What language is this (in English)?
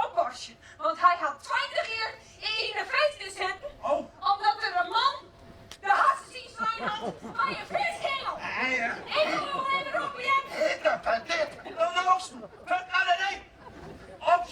Western Frisian